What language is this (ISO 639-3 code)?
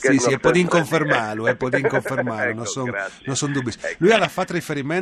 fur